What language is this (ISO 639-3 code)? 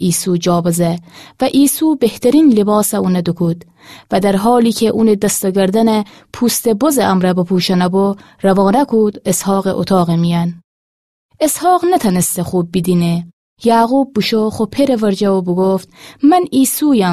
glk